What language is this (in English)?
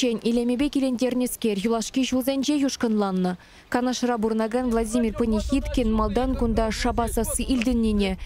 Chuvash